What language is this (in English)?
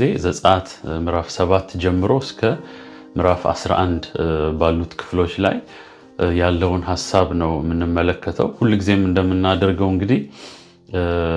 Amharic